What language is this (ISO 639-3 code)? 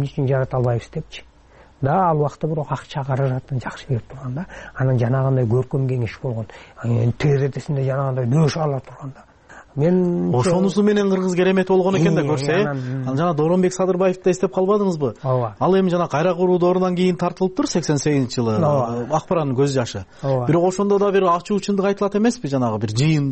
kir